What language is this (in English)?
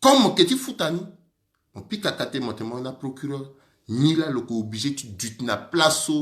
Sango